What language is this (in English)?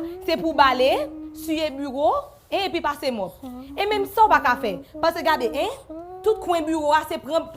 Haitian Creole